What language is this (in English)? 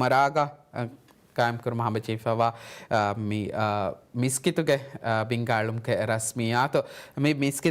Divehi